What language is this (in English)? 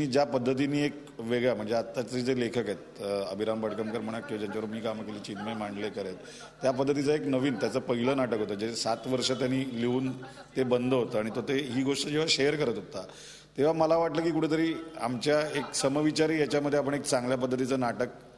Marathi